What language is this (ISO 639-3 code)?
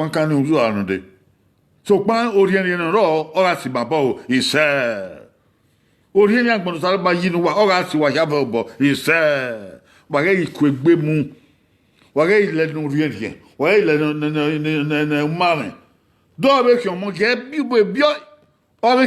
bin